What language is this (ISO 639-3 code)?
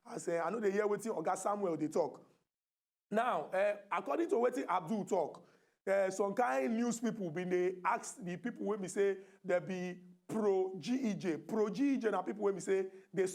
pcm